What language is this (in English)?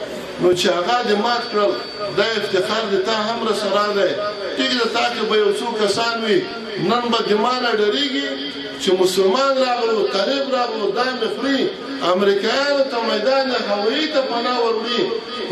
Pashto